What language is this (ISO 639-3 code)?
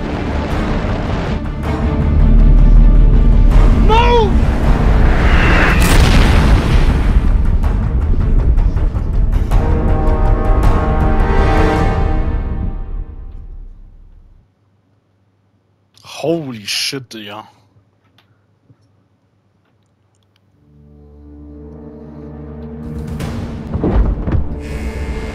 deu